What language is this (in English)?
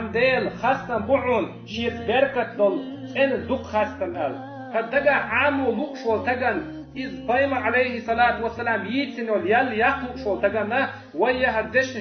Chechen